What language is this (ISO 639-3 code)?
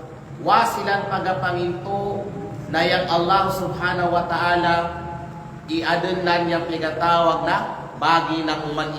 kqe